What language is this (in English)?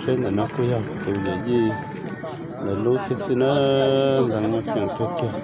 Hmong